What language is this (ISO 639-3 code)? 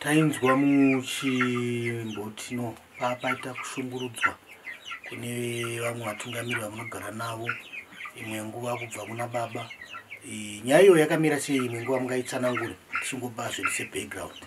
sna